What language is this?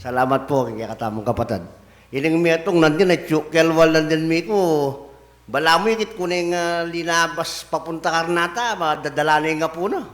Pampanga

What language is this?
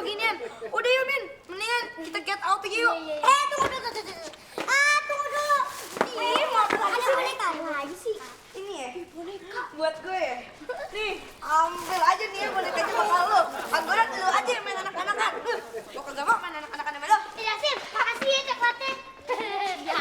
Betawi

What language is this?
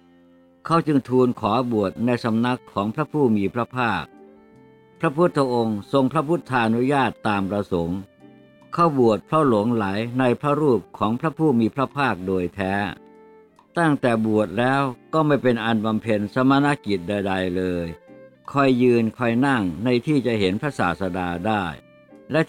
Thai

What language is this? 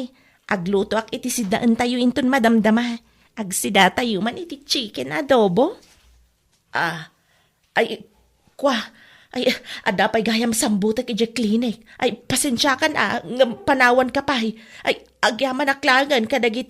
Iloko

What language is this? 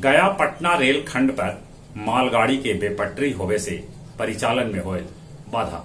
Magahi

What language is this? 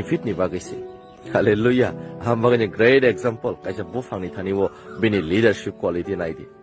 Kok Borok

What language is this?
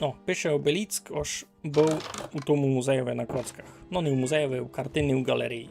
Rusyn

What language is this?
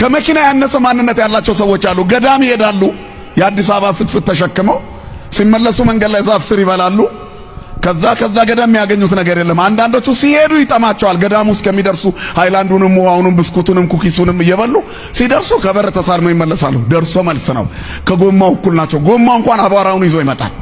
Amharic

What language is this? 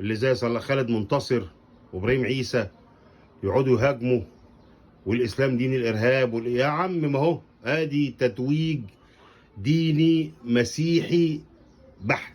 Egyptian Arabic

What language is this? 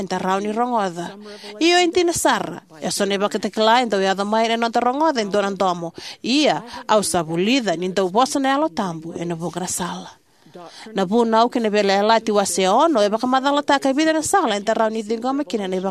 Fijian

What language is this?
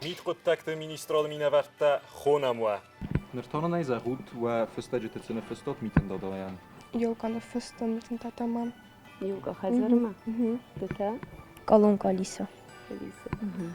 Ossetic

